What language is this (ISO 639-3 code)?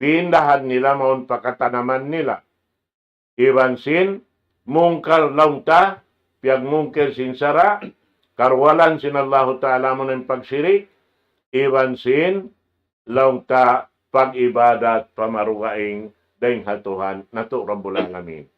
tsg